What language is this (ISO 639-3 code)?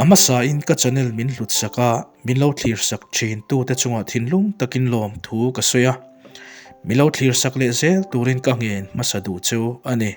lus